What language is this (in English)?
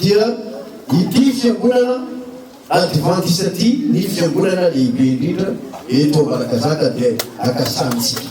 Malagasy